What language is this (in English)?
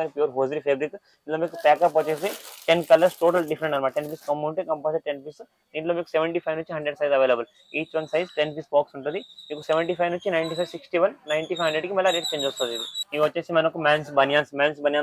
Telugu